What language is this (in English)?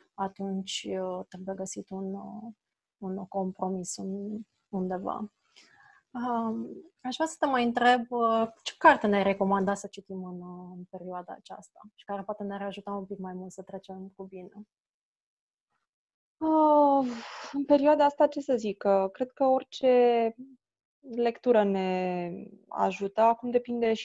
Romanian